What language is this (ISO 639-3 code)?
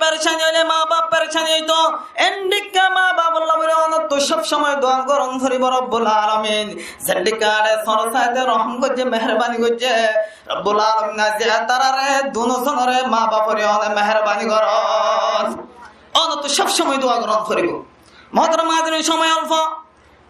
rhg